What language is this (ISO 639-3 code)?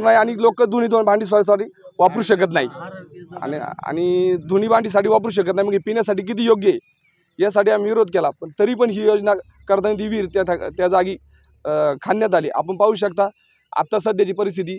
mar